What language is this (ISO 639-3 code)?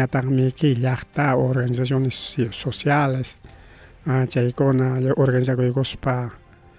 quy